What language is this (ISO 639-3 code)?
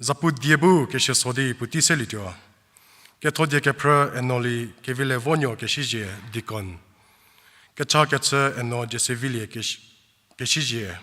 njm